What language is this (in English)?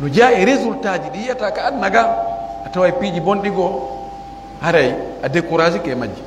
Pular